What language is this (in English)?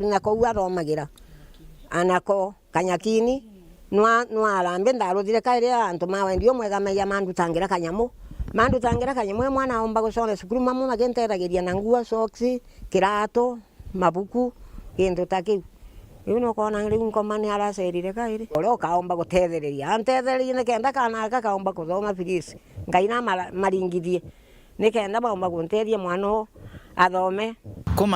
Meru